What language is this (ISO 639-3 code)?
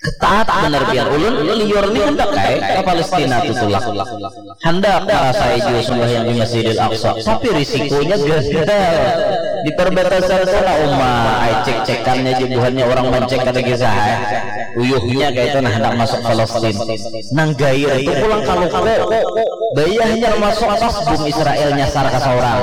bjn